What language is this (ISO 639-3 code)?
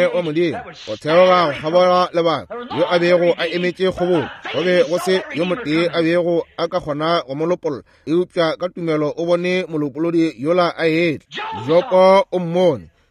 nso